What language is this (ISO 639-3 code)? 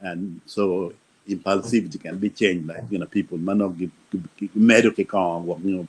ach